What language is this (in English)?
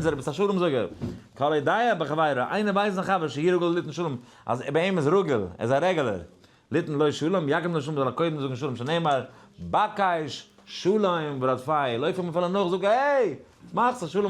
Yiddish